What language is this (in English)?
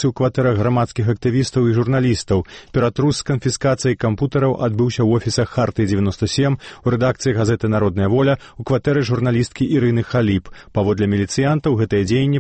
Belarusian